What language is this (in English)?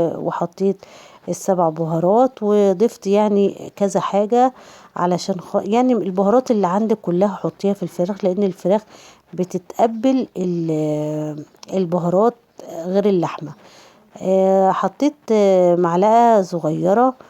Egyptian Arabic